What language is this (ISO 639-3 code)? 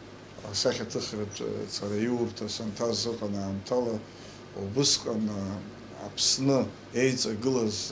abk